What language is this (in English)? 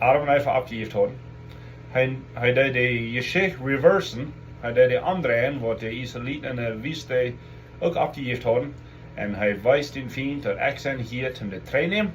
Plautdietsch